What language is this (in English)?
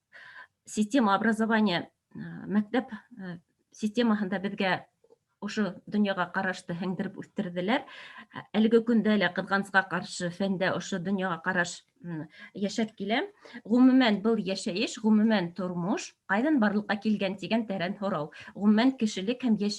Bashkir